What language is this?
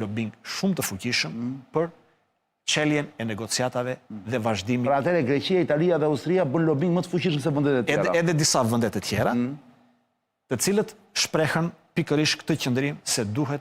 Albanian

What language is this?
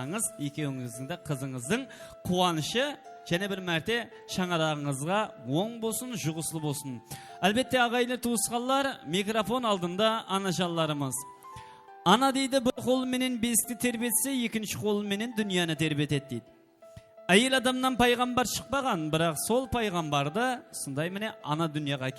Kara-Kalpak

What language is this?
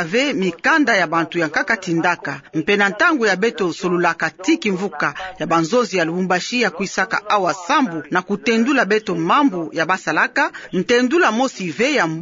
Kituba (Democratic Republic of Congo)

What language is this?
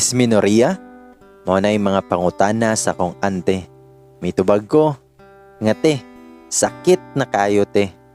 Cebuano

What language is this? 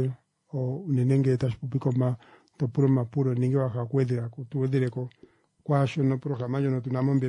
Kuanyama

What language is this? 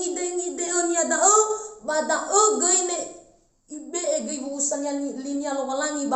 Nias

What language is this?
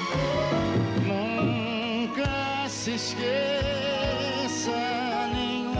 Portuguese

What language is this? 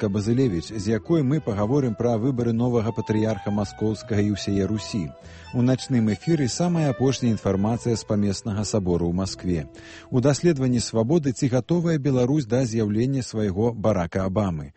Belarusian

